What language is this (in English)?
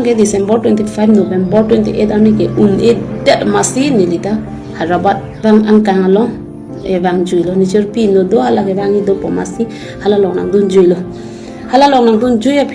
Karbi